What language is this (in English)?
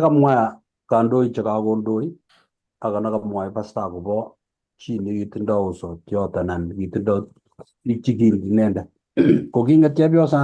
Kalenjin